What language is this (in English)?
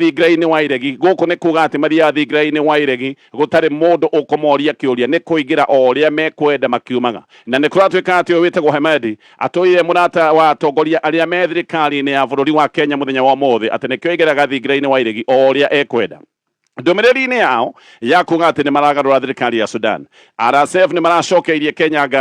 Kikuyu